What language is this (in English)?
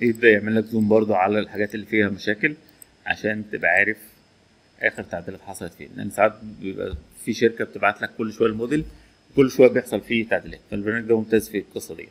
Egyptian Arabic